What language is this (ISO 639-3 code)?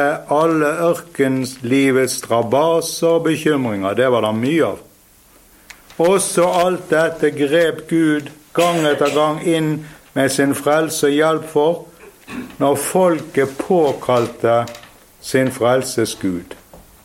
nor